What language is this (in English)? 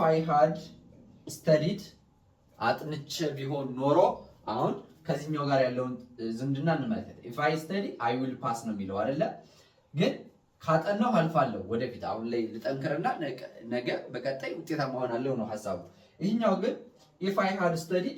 Amharic